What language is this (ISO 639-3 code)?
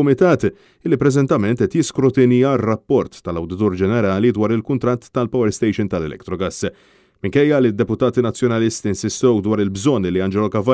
mlt